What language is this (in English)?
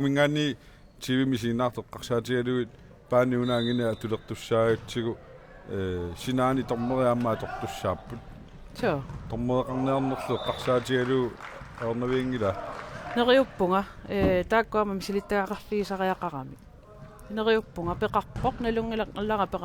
Kalaallisut